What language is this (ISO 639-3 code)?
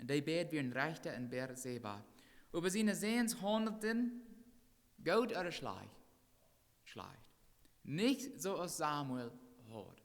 pdt